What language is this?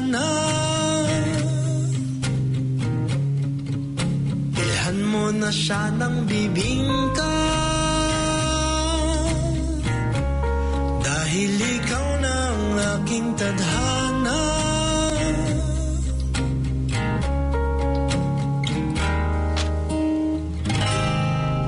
Filipino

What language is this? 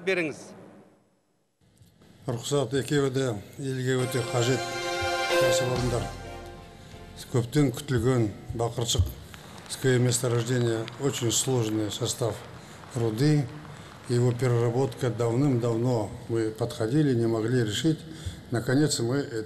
Kazakh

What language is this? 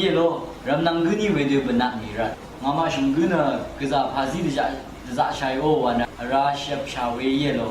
Rawang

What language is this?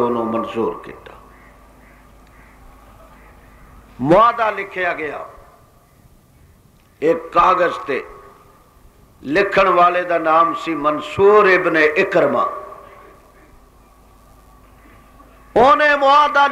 Western Panjabi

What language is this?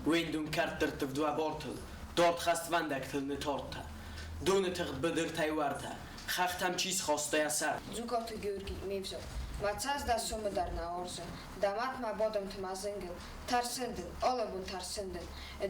Ossetic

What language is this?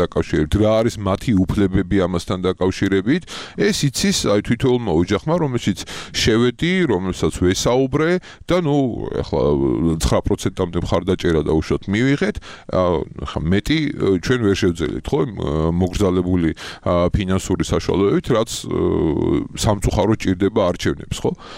Georgian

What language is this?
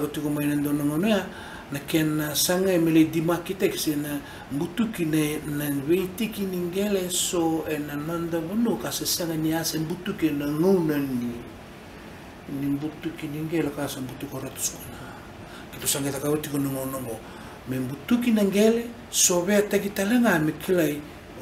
Fijian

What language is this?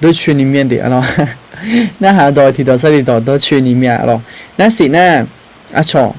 Akha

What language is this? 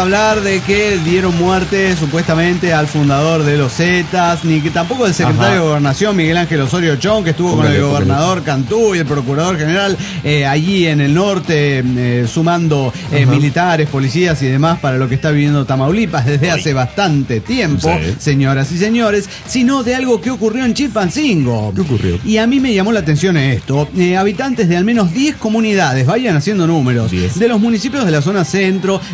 Spanish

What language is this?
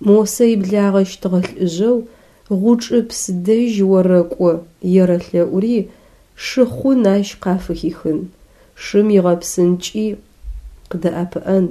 Adyghe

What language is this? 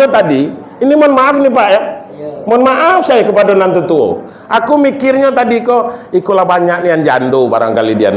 Minangkabau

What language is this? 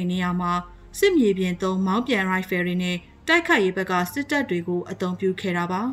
Burmese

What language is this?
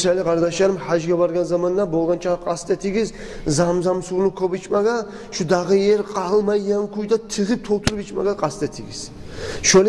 Kumyk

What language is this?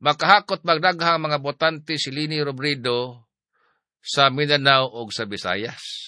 Cebuano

